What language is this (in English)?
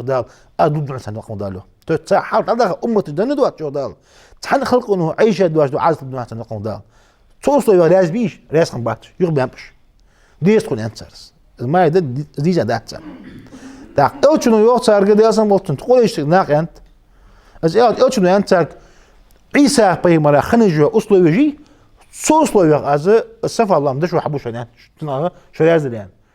Ingush